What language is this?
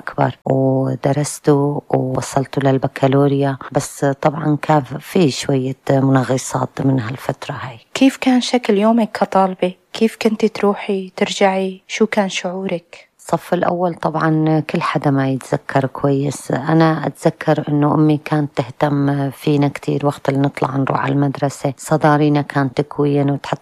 North Levantine Arabic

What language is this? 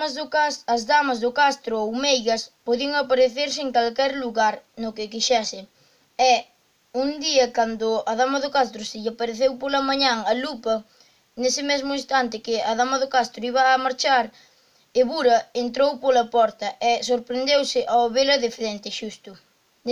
Galician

